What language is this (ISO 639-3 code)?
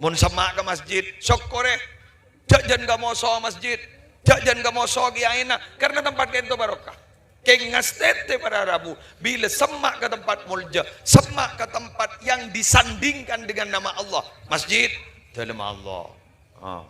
mad